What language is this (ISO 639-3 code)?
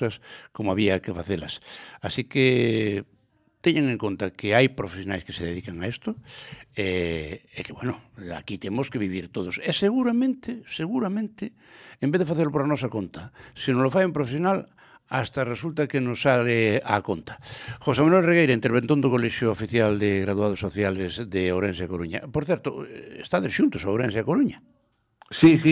glg